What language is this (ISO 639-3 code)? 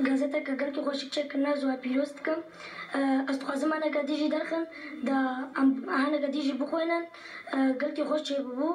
kur